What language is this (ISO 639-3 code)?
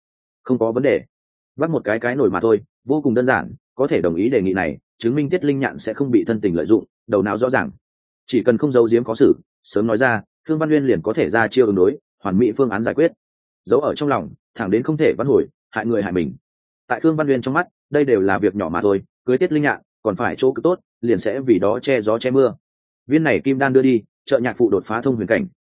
vie